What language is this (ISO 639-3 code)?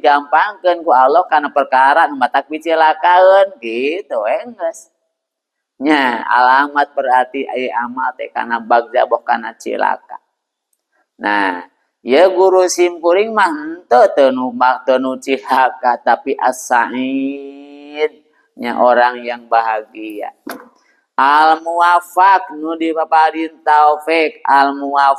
sun